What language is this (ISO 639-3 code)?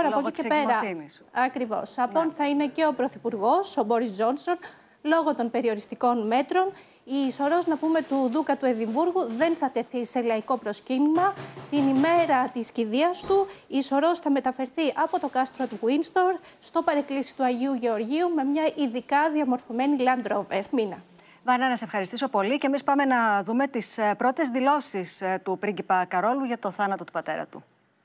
ell